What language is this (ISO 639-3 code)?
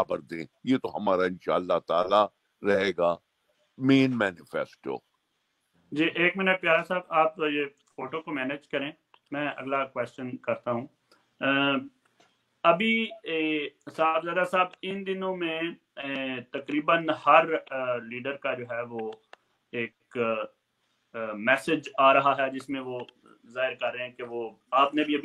urd